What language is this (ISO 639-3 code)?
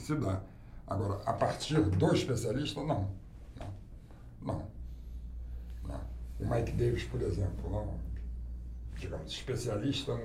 por